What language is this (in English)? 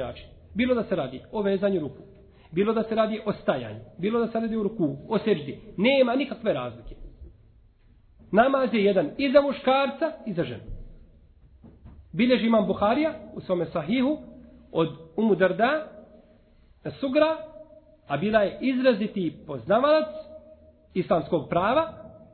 Bosnian